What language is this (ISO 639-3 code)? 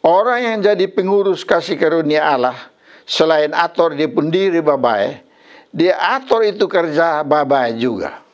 mkn